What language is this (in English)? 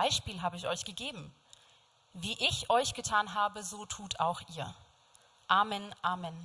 Swiss German